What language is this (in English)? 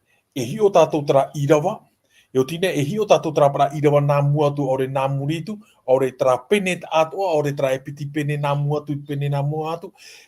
Tahitian